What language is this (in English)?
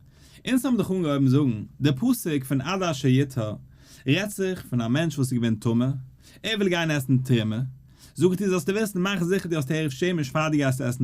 Yiddish